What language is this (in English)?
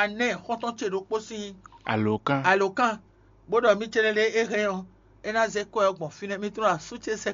Fon